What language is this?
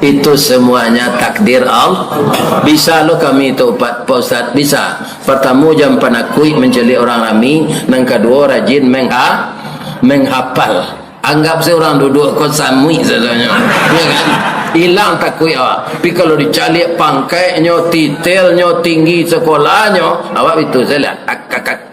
Minangkabau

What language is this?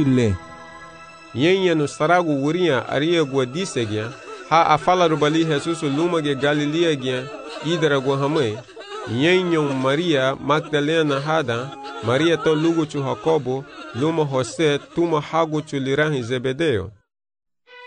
Garifuna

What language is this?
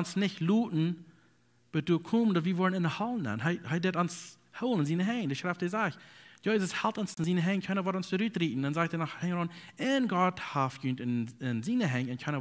Plautdietsch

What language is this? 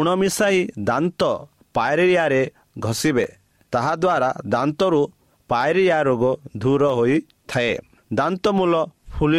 Odia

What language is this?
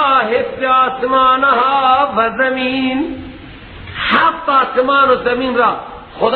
Persian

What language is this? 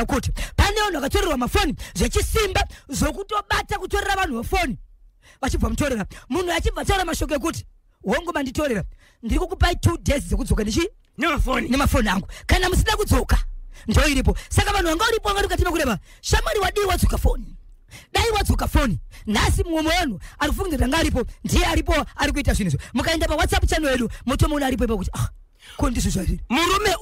Shona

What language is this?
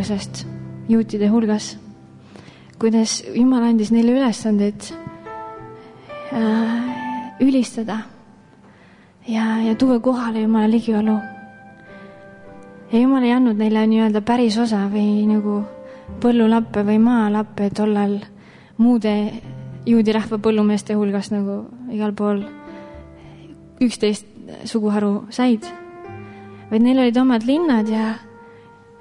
Estonian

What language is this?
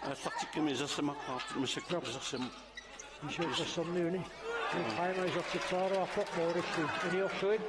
Kalaallisut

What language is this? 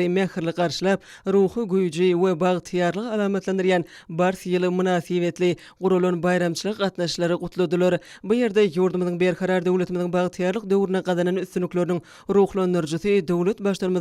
Turkmen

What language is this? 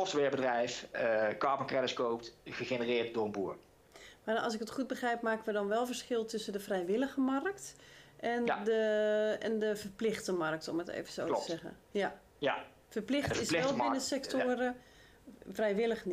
Dutch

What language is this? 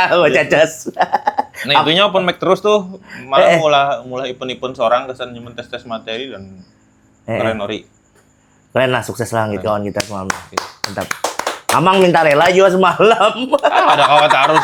Banjar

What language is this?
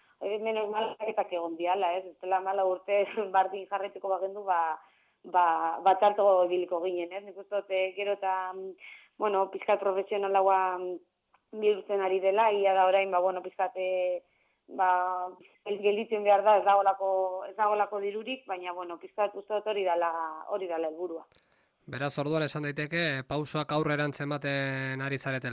Basque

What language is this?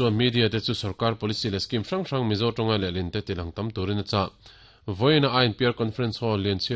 Mizo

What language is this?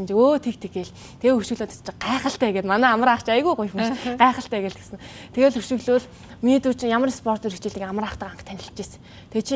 Mongolian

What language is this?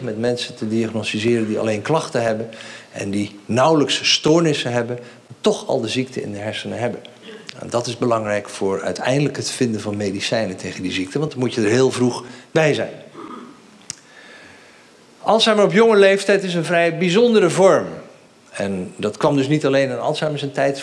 Dutch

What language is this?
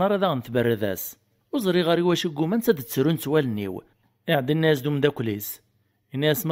Kabyle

